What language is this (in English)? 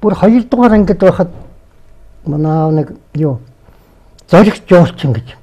Mongolian